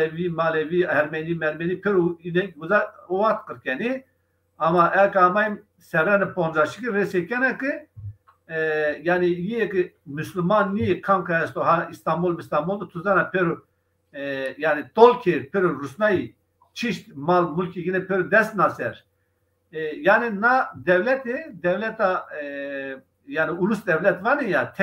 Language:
Zaza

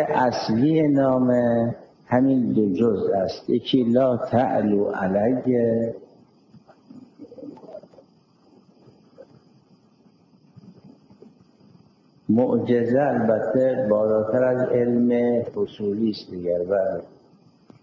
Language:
Persian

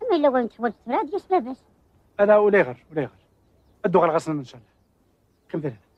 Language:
Kabyle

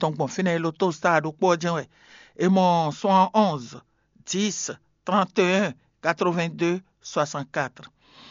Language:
Fon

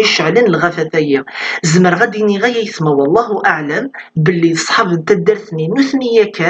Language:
Kabyle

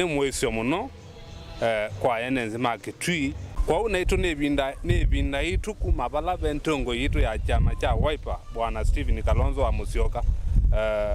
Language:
Kamba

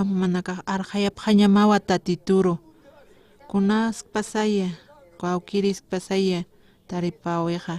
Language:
Aymara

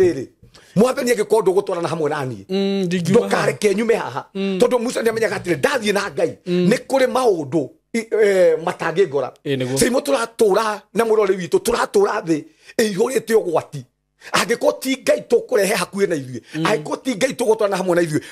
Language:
Kikuyu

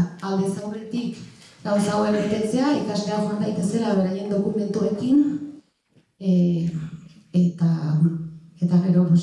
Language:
Basque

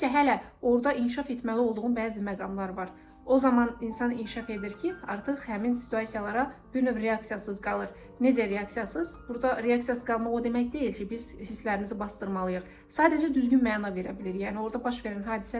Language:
Azerbaijani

